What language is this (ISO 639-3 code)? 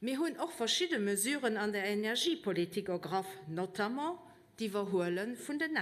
ltz